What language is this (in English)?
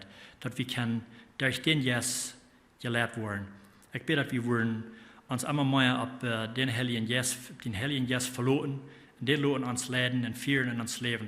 Plautdietsch